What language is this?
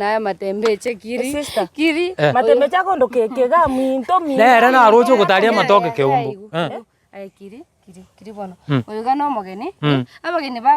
Gusii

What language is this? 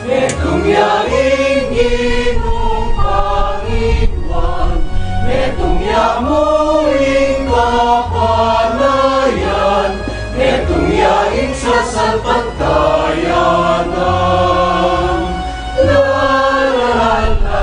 Pampanga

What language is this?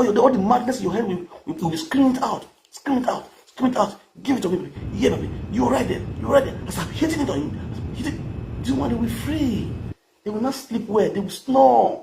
Nigerian Pidgin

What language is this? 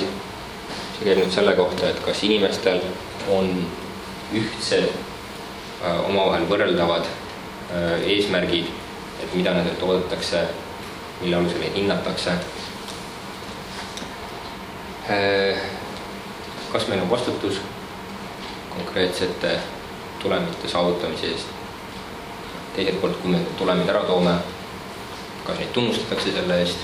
Estonian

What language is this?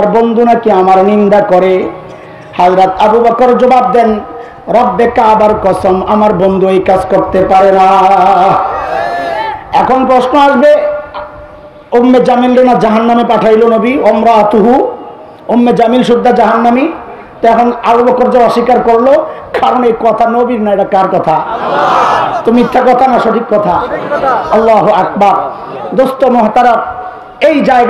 Bangla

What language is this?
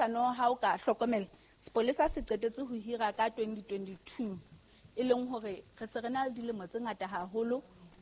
Southern Sotho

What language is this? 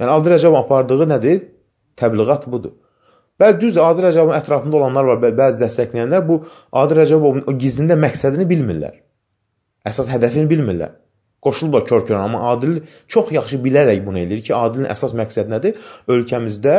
Azerbaijani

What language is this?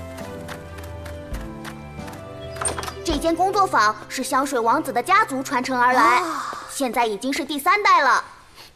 Chinese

